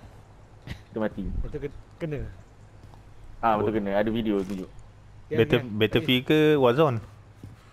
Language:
Malay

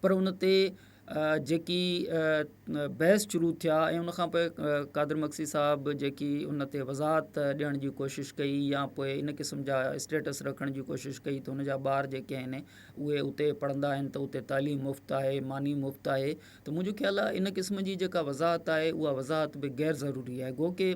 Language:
Sindhi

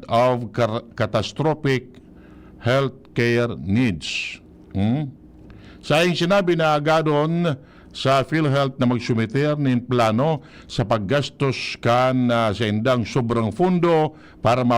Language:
Bikol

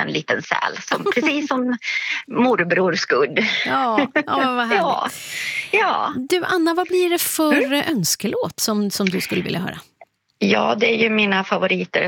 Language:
Swedish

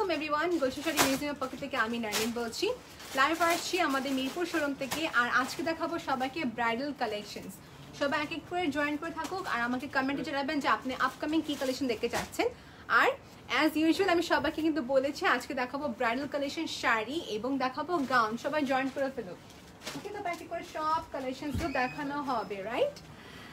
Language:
Bangla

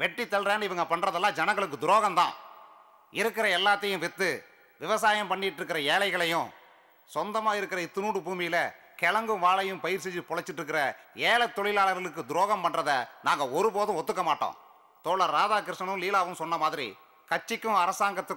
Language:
Tamil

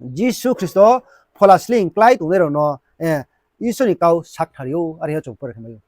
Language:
Riang (India)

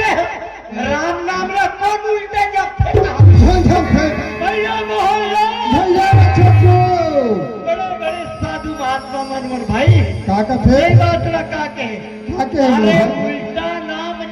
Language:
Chhattisgarhi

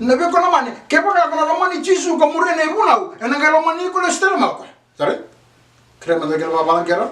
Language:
Fijian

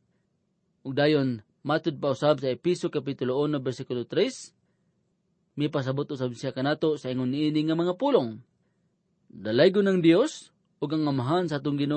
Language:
Cebuano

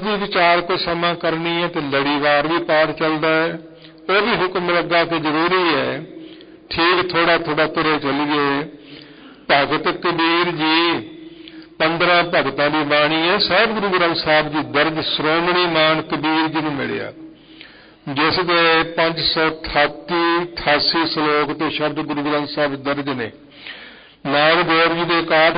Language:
Punjabi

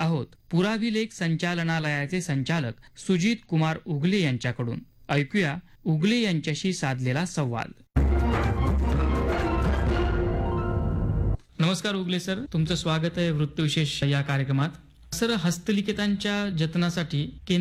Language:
Marathi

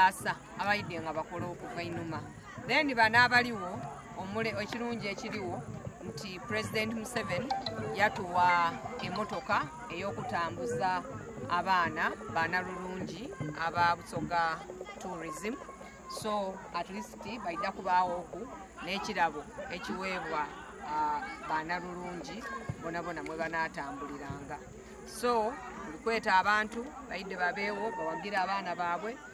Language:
Soga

